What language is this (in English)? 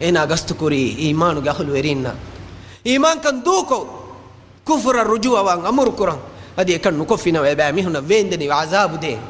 Divehi